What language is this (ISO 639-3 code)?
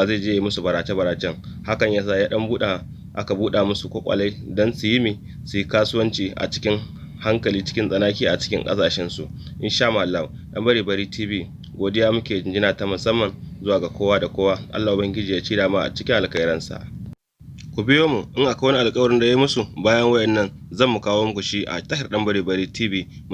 hau